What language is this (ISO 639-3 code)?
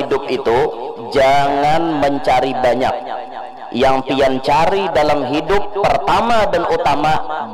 bjn